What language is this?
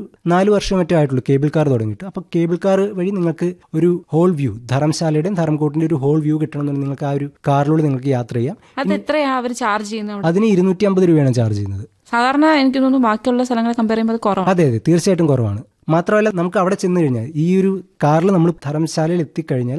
Malayalam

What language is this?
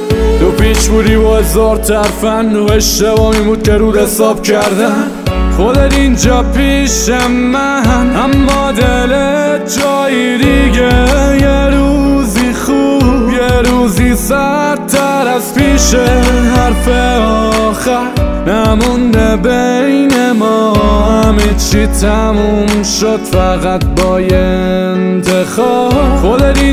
Persian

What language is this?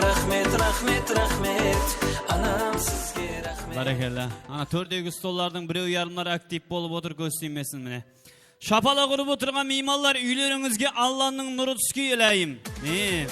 Kara-Kalpak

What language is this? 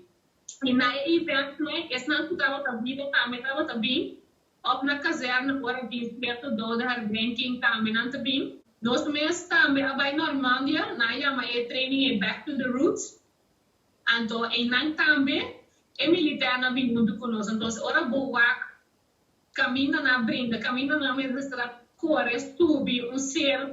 Papiamento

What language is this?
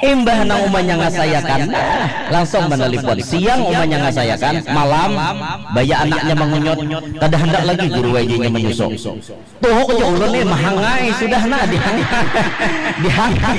Banjar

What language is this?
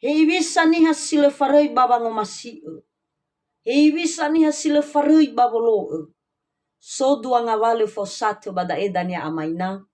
Nias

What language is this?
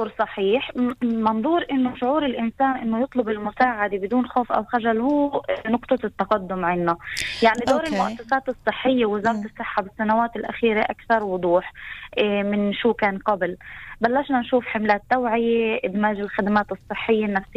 North Levantine Arabic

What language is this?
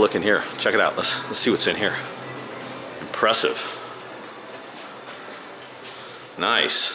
English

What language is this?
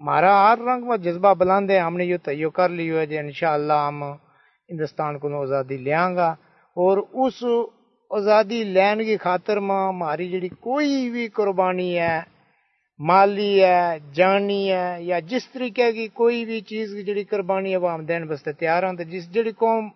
Gujari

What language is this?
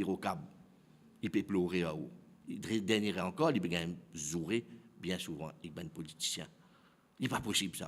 Morisyen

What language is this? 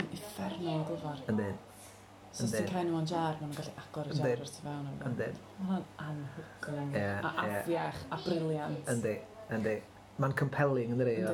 Welsh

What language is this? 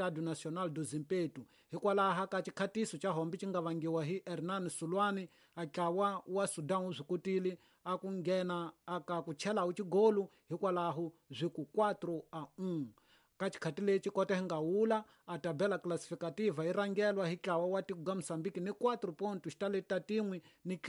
Tsonga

